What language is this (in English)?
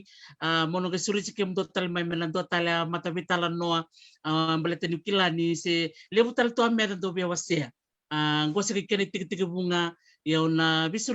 Fijian